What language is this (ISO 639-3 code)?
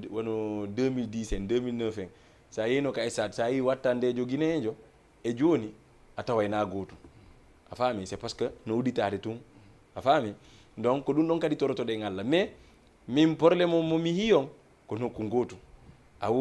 ful